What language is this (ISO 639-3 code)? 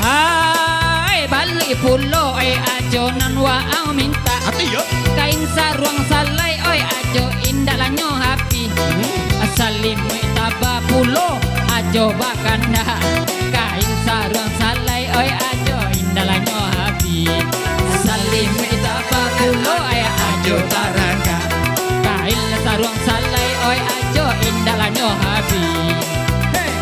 min